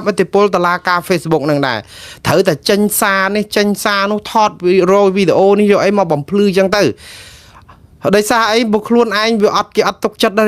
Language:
Khmer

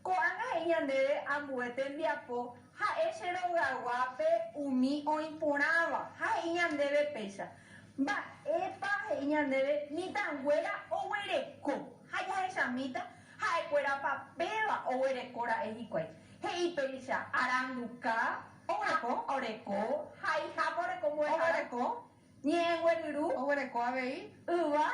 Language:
Guarani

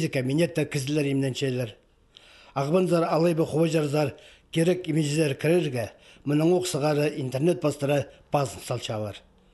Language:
Khakas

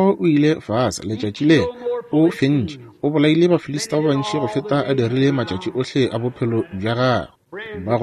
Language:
Northern Sotho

